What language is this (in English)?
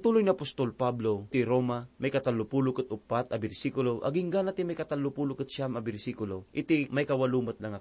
Iloko